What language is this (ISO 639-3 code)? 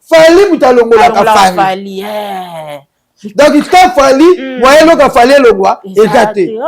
lin